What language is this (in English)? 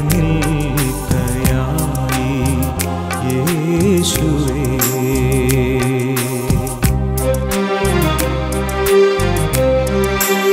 Malayalam